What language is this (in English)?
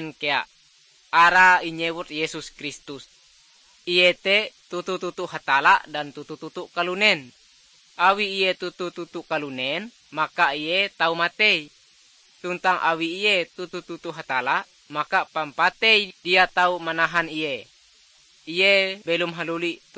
Ngaju